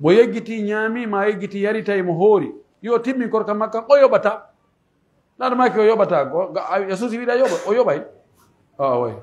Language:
Pular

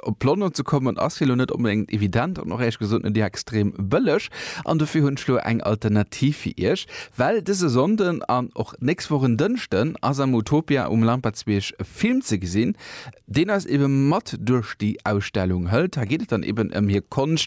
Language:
Luxembourgish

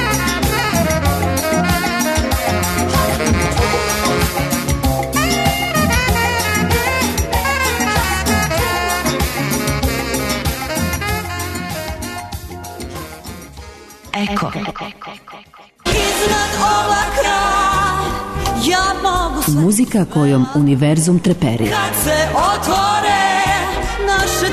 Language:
Serbian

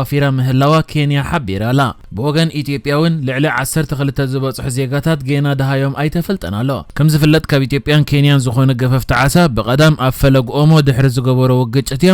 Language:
Tigrinya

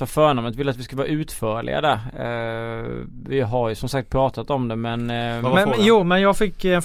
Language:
Swedish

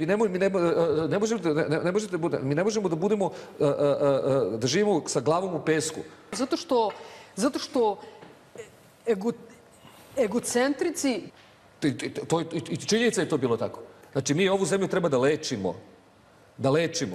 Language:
Serbian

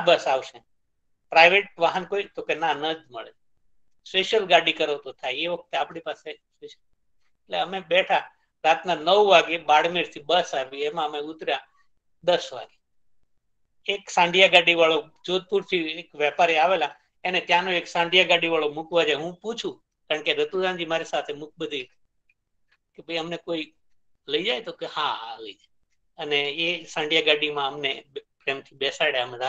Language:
Gujarati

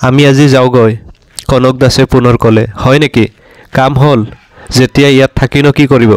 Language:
Assamese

